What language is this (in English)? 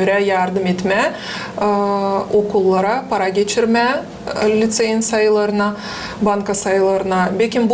Gagauz